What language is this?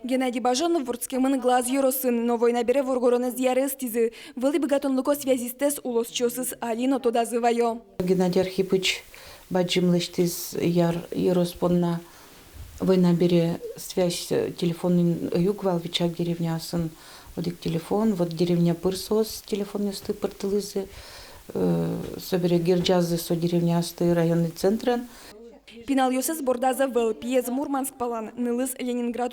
Udmurt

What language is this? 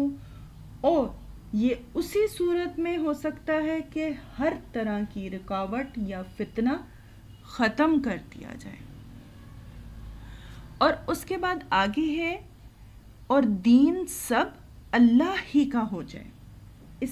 Urdu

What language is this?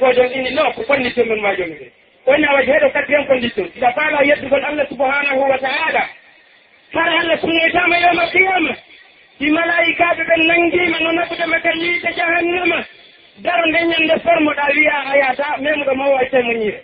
Pular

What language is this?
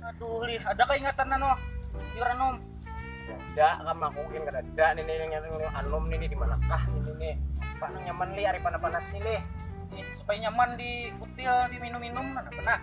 Banjar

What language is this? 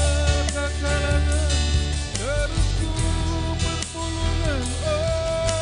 Batak Karo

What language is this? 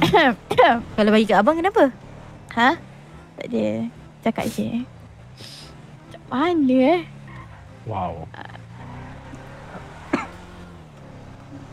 Malay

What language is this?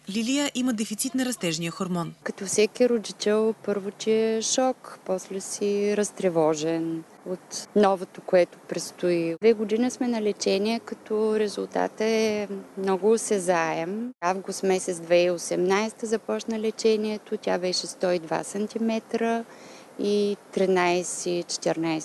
Bulgarian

